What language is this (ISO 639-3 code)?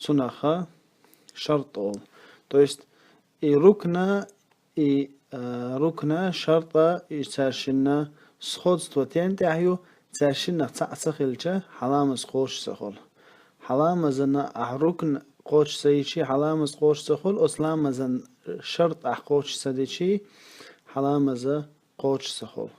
che